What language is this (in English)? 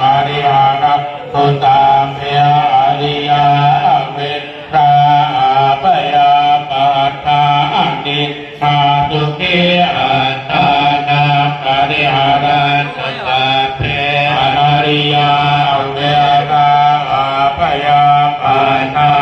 Pali